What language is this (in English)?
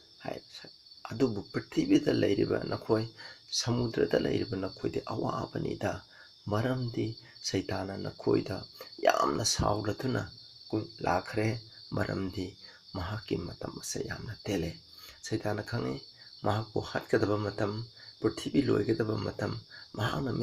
Manipuri